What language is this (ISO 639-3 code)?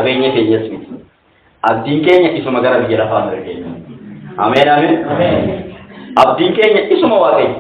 orm